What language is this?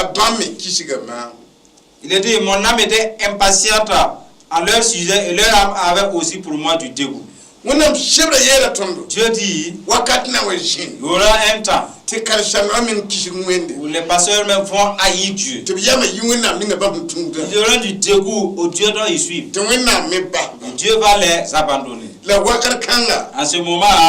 Mossi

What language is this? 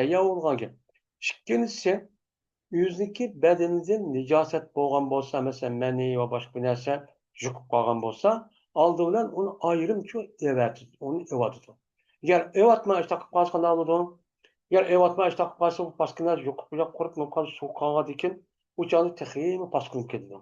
Uyghur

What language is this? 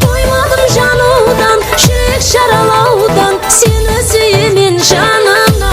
Kara-Kalpak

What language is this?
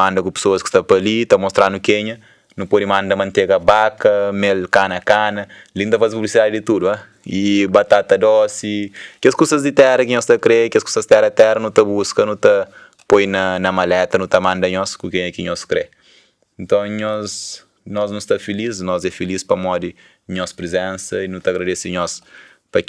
Kabuverdianu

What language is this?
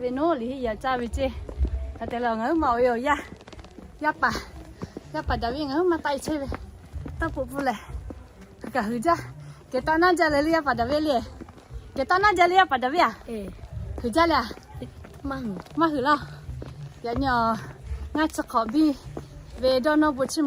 Lahu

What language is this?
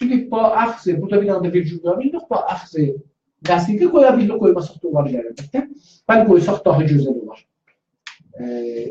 South Azerbaijani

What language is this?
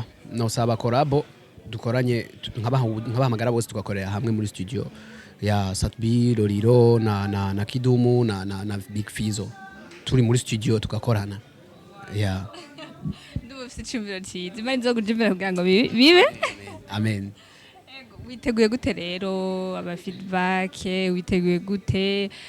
Rundi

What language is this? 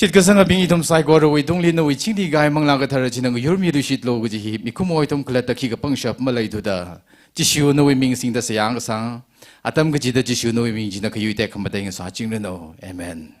Tangkhul Naga (India)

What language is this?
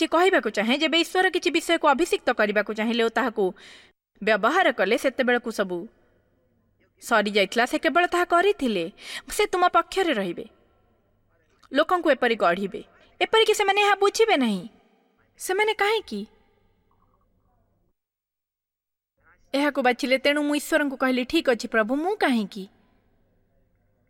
Odia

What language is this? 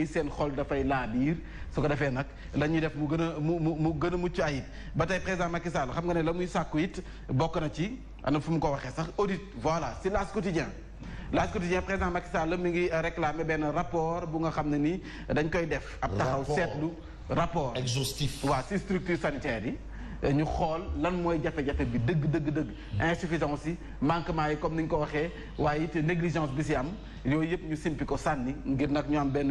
Wolof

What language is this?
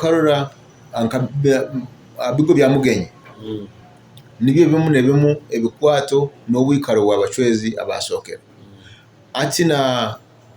Nyoro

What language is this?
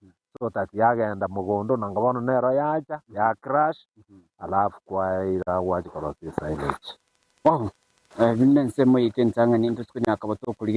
Gusii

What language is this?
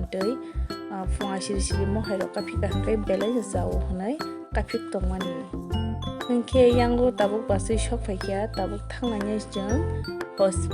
Kok Borok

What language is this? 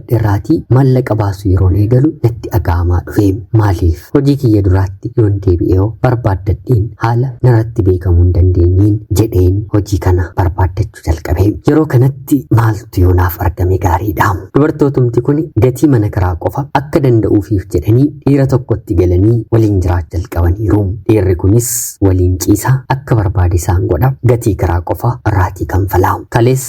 Oromo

